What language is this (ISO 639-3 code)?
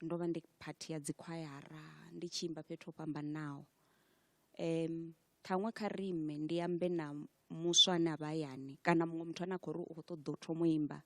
ven